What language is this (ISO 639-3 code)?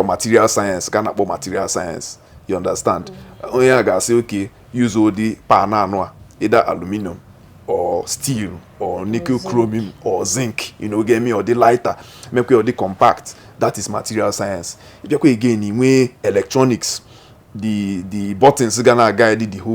ibo